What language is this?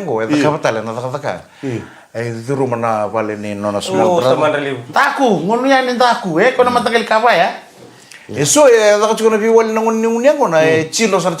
Fijian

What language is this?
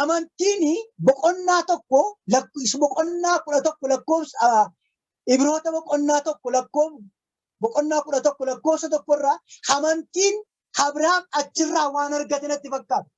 Oromo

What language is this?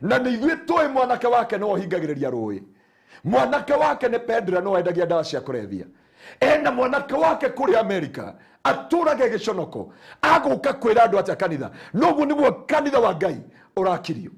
Kikuyu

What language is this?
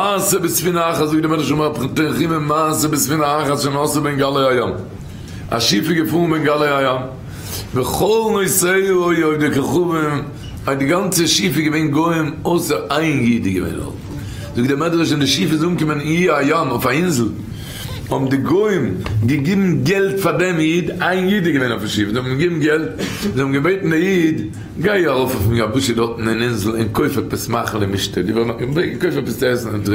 Yiddish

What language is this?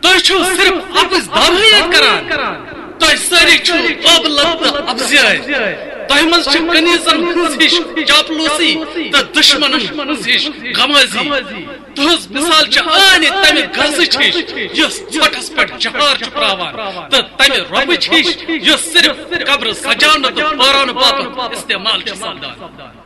Kashmiri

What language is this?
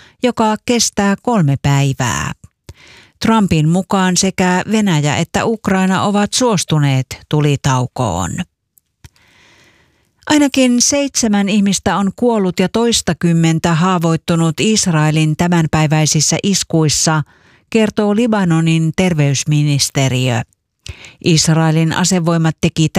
Finnish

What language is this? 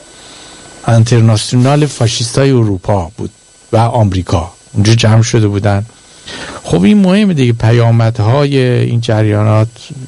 Persian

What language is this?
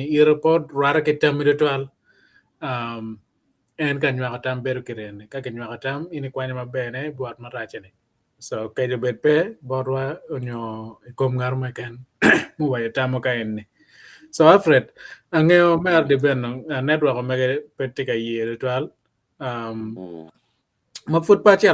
Acoli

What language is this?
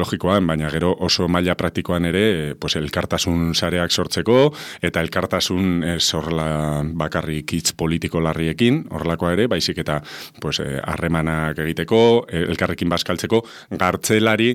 Basque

